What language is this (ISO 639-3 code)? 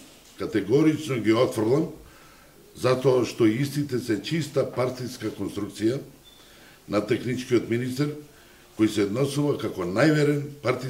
mkd